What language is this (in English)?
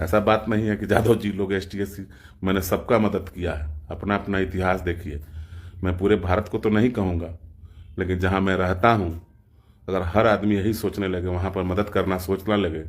Bhojpuri